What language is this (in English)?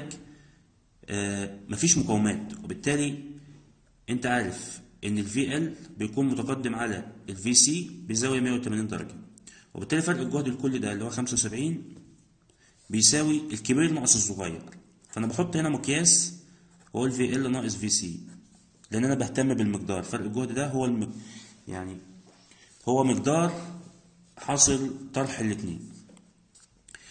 Egyptian Arabic